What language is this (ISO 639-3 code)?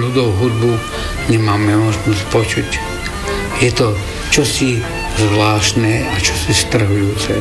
slk